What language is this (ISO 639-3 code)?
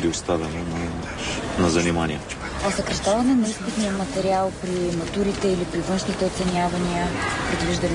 bul